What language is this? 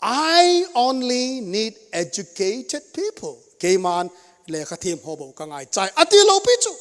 Thado Chin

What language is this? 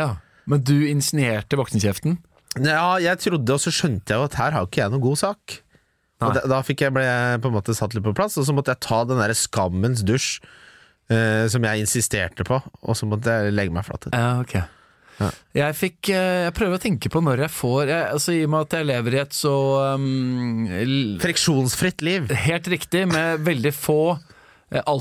Norwegian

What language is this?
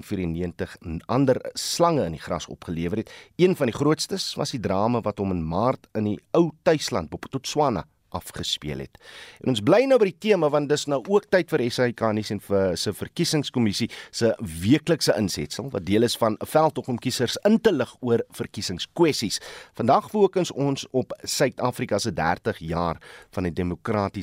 Afrikaans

